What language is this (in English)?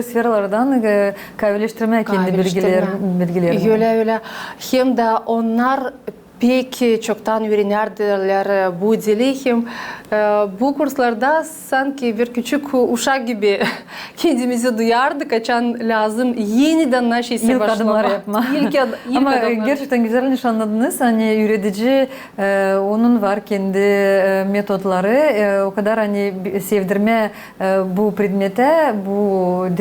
Gagauz